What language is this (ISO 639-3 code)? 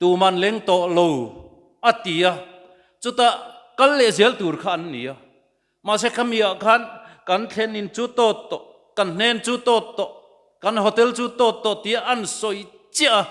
lus